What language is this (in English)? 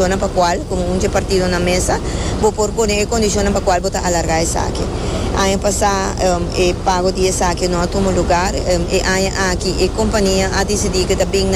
Papiamento